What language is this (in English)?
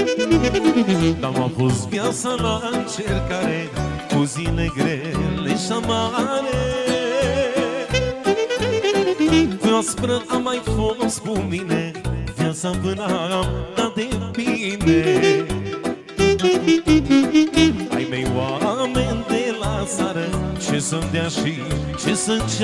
Romanian